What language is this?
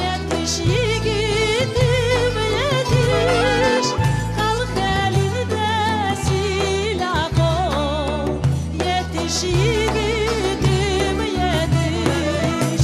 Crimean Tatar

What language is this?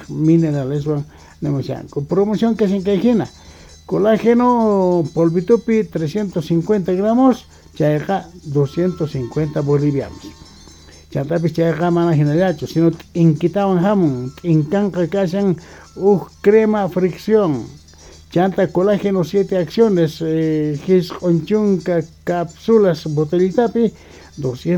South Bolivian Quechua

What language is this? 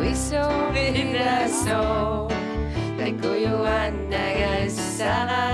Kalaallisut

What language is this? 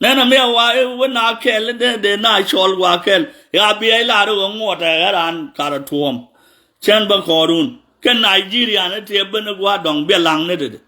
Nuer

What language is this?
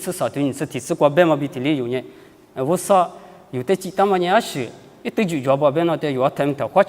Lisu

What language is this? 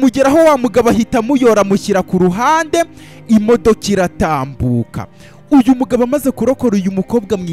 Kinyarwanda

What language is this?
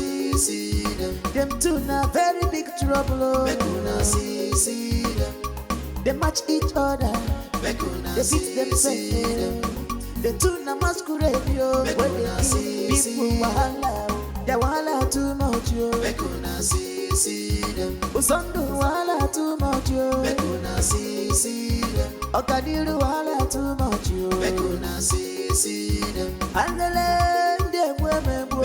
Nigerian Pidgin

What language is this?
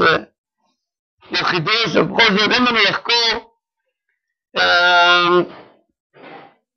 Hebrew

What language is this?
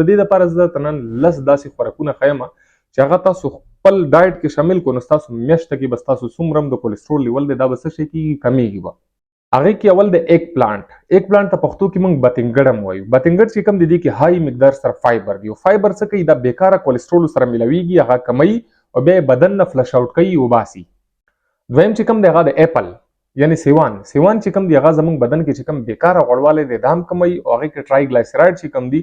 Pashto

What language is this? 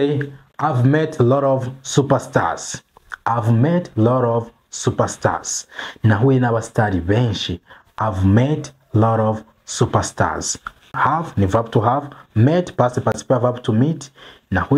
Kinyarwanda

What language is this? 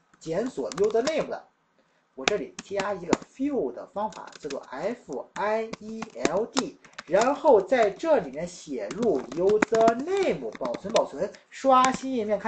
Chinese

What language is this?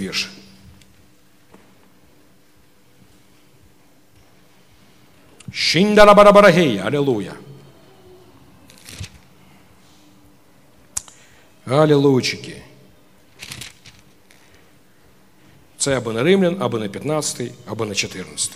Ukrainian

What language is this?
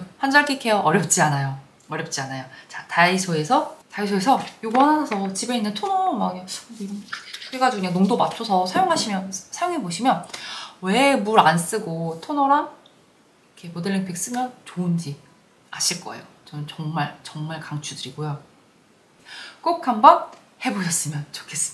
Korean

